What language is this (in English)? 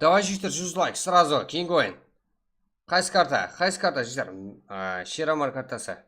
Kara-Kalpak